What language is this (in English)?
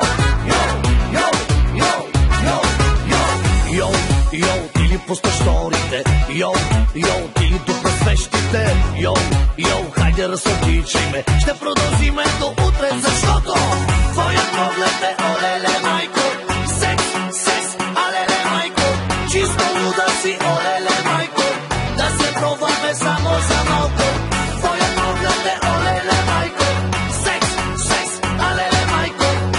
Bulgarian